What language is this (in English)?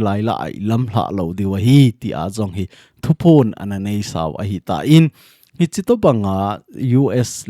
Thado Chin